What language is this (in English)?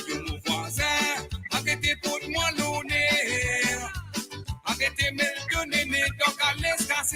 Morisyen